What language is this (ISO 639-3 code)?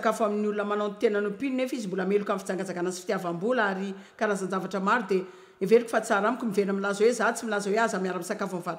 mlg